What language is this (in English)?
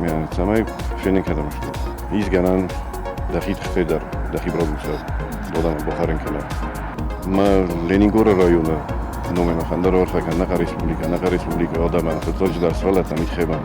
Ossetic